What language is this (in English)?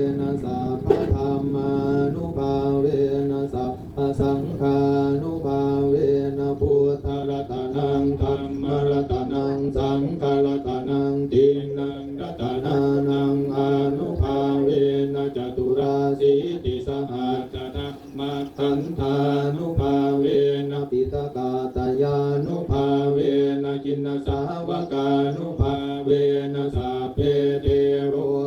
Pali